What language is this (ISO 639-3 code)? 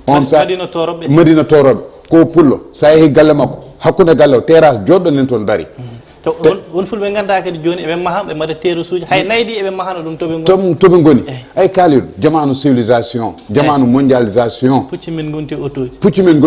ful